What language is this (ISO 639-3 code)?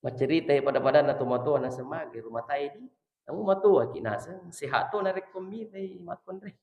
bug